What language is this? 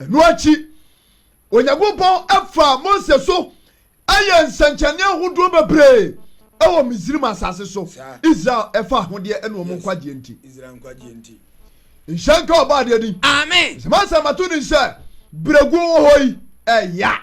Akan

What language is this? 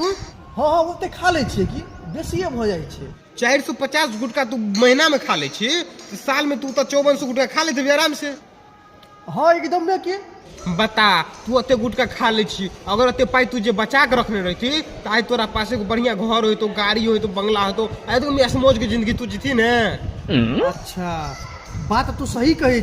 Maithili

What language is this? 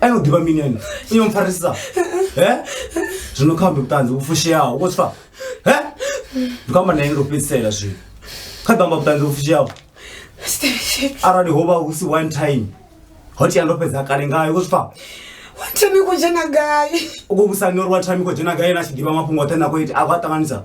Venda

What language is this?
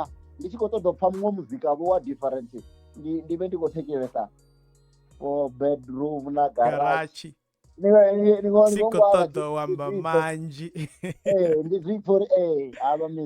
Venda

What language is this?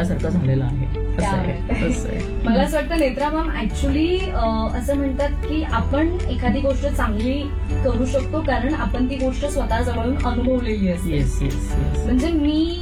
Marathi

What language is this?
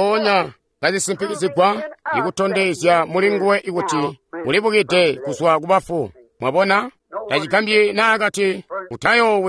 Tonga (Zambia)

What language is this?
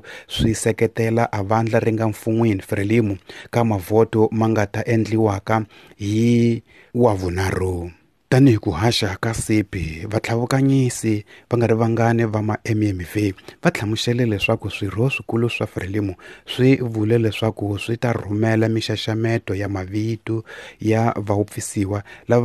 Tsonga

